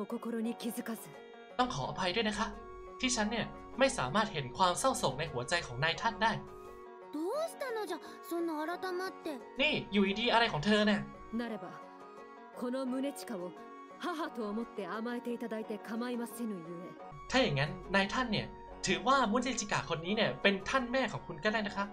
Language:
Thai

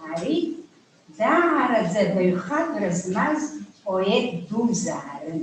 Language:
Abkhazian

